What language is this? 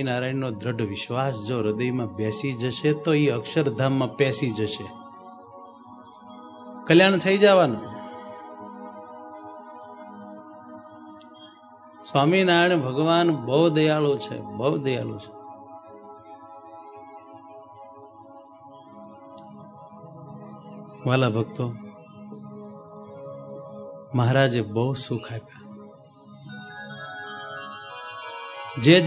Gujarati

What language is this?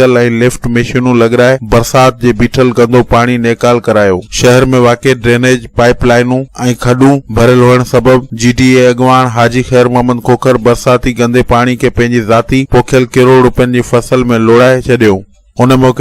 Sindhi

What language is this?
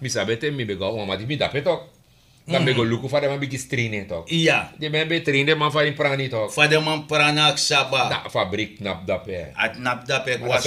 Sranan Tongo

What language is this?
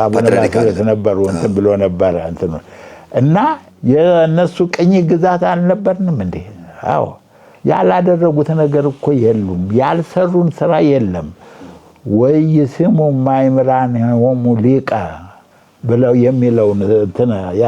Amharic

